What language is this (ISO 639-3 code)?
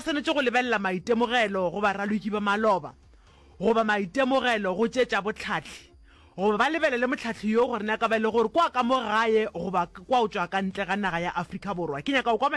nso